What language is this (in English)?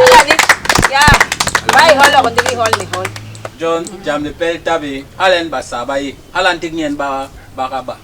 Basaa